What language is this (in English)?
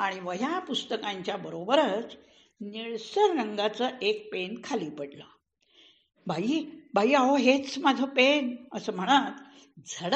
Marathi